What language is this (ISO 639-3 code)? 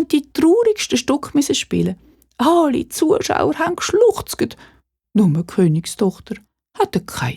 gsw